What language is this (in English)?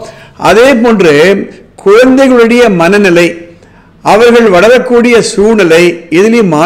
Tamil